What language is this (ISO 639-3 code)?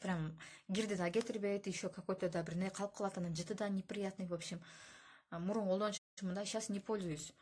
kir